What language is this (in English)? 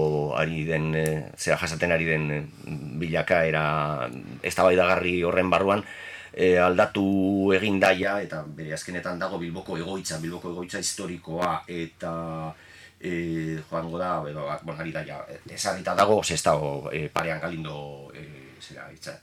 Basque